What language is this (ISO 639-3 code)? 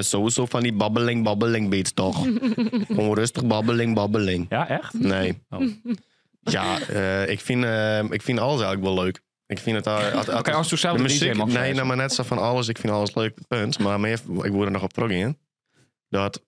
fry